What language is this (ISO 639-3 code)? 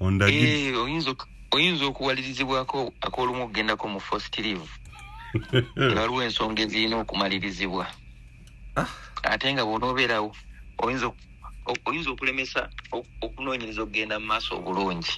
lug